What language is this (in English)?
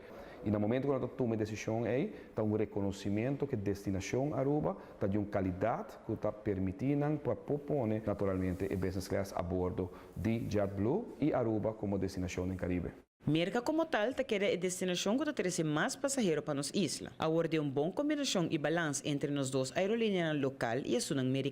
Papiamento